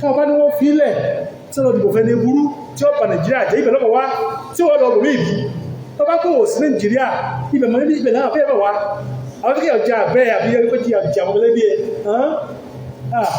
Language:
Yoruba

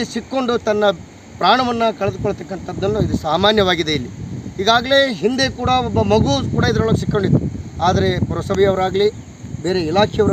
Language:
Kannada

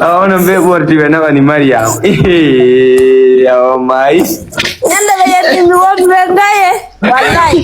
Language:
Fula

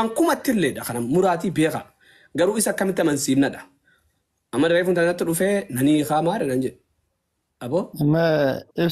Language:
Oromo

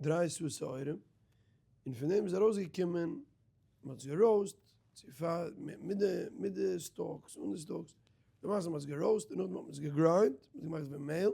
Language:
Yiddish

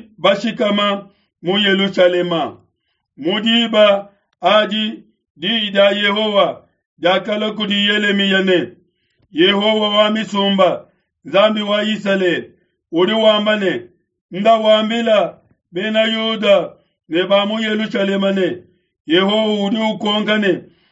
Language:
Luba-Lulua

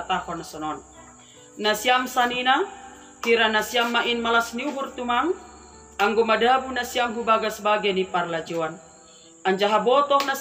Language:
Batak Simalungun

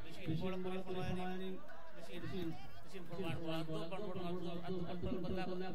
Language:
Divehi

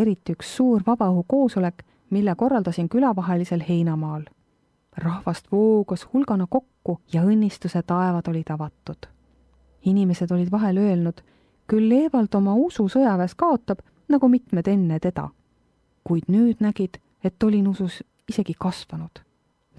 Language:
Estonian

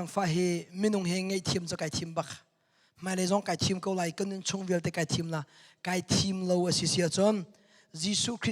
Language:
Hakha Chin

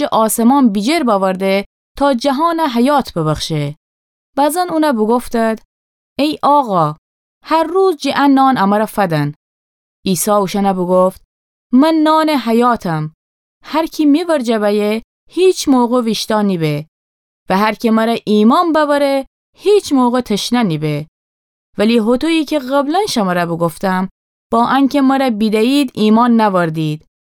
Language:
Gilaki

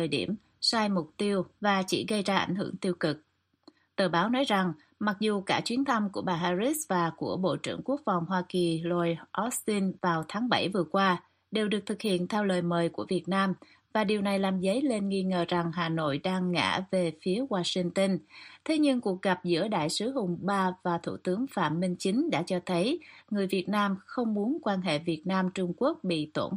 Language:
Vietnamese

